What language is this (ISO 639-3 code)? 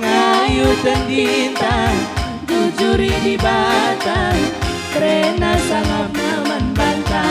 btx